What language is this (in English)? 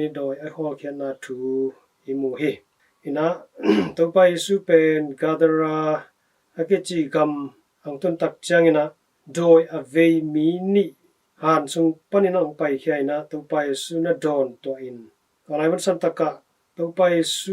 Tedim Chin